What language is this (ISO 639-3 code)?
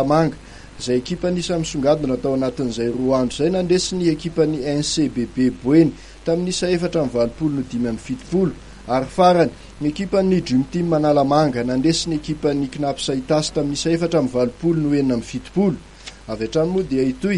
mlg